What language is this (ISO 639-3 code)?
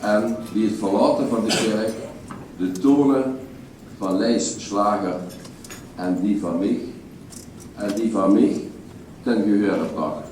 lim